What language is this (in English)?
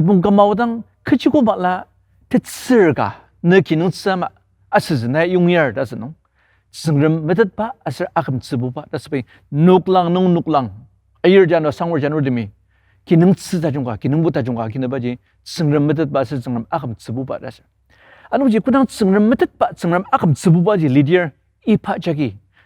Ao Naga